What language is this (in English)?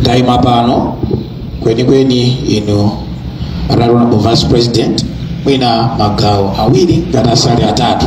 Nyanja